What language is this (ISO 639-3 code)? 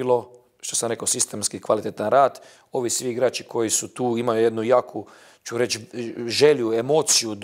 bos